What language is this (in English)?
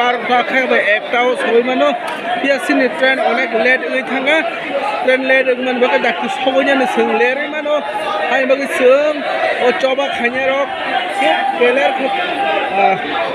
Kok Borok